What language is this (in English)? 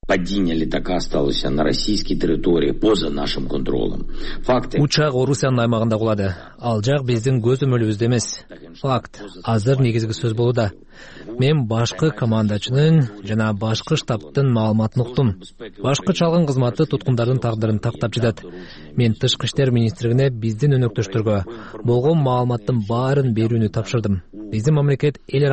Kyrgyz